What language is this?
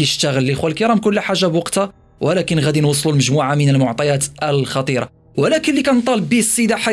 Moroccan Arabic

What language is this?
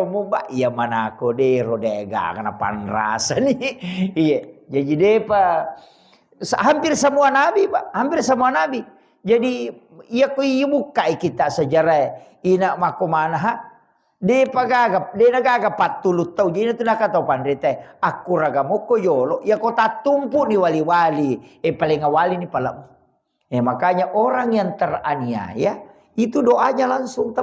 Buginese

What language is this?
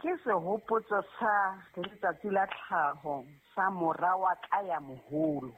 Southern Sotho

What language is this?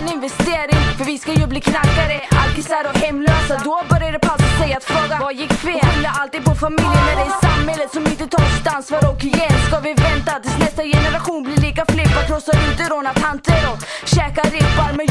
Swedish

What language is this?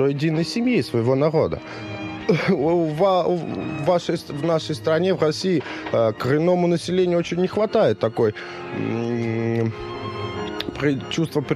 Russian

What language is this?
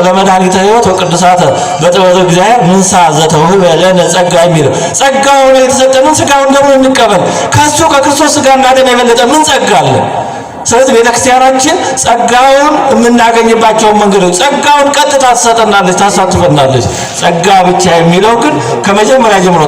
Amharic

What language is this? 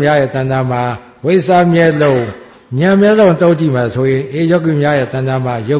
Burmese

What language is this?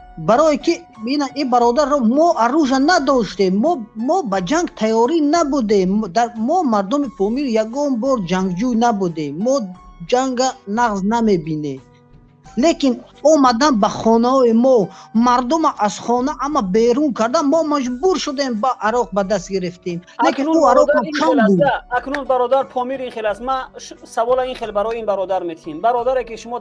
Tajik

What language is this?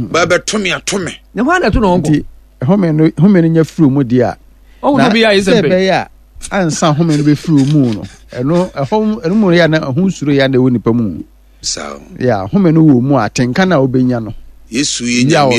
Akan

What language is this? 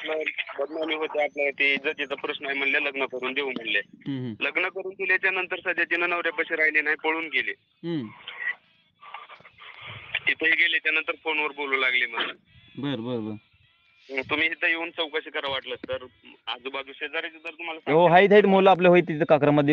Marathi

